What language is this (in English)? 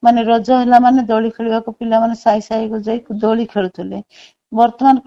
Odia